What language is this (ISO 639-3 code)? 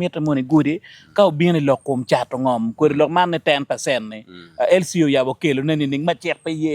ach